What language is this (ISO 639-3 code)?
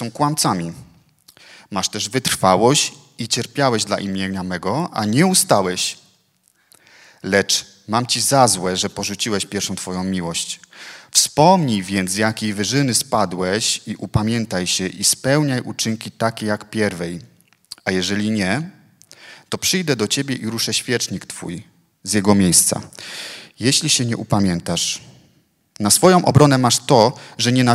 pol